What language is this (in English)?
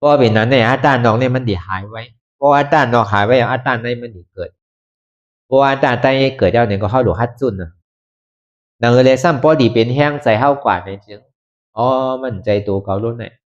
Shan